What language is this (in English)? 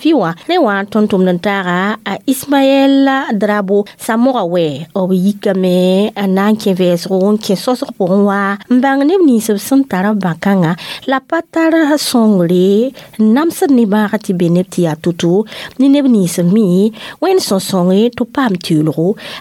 Mossi